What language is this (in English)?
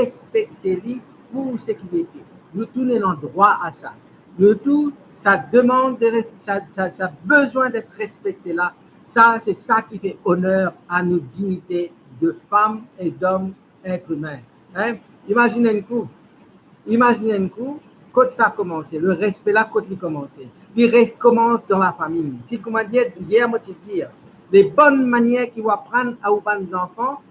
Morisyen